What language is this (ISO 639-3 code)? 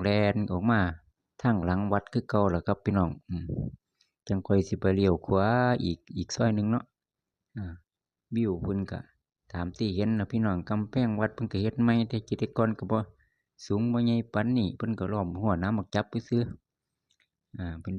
tts